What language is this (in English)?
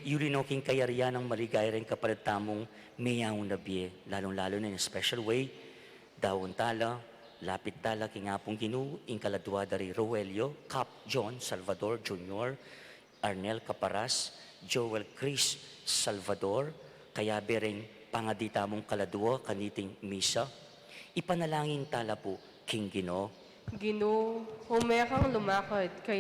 Pampanga